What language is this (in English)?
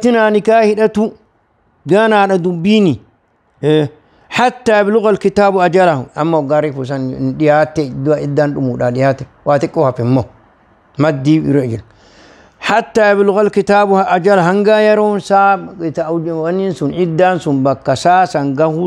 Oromo